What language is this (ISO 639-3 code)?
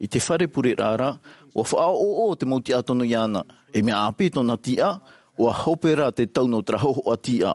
tah